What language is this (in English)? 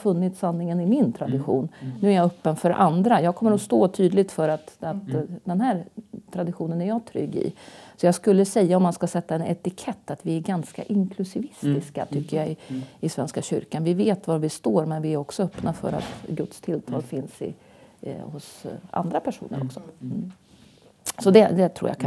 Swedish